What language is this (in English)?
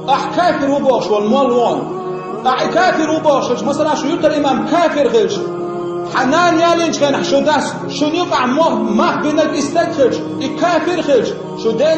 Chechen